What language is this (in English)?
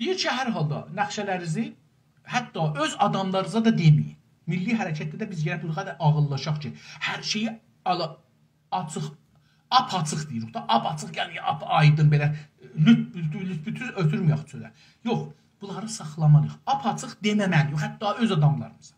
South Azerbaijani